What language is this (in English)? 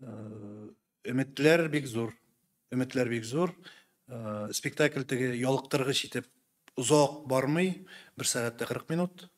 Tatar